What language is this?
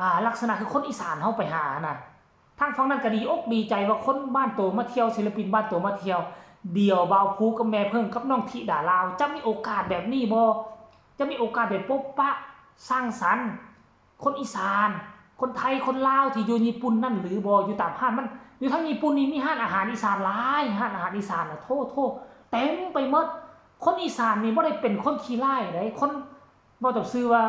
Northeastern Thai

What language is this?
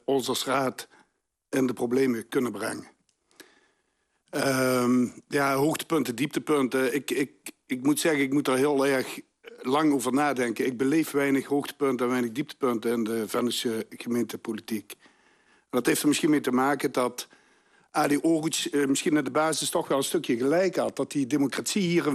Dutch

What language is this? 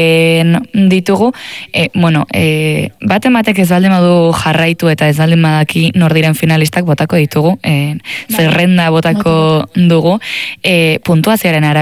Basque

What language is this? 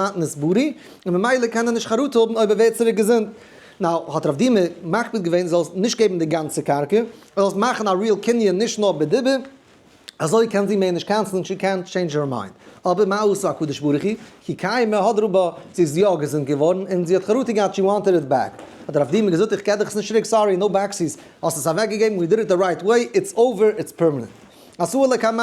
Yiddish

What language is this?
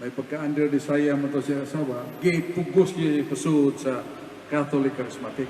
Cebuano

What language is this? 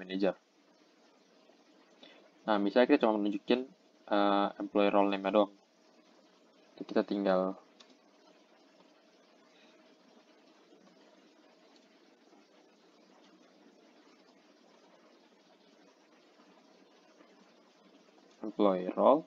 Indonesian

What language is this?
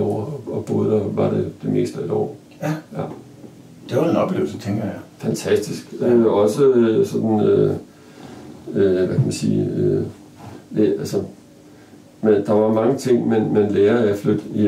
Danish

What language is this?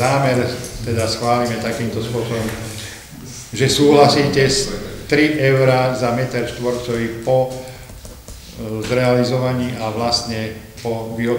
Slovak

